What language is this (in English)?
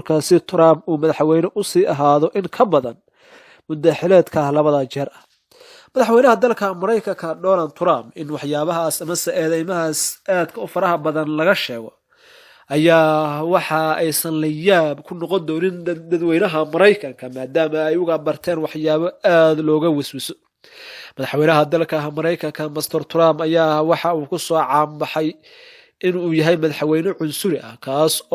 Somali